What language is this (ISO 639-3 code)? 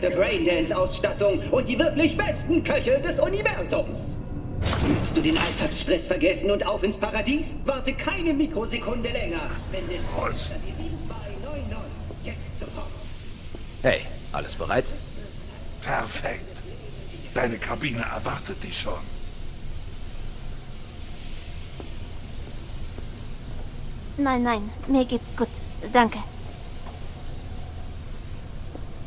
deu